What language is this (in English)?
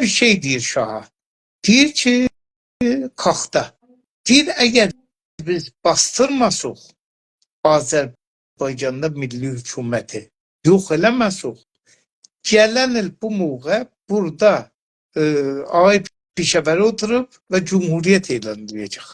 South Azerbaijani